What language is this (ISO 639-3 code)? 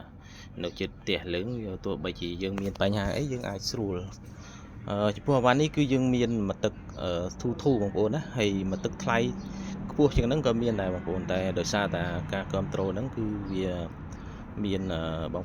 khm